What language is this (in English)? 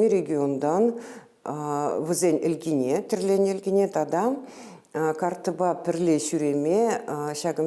Chuvash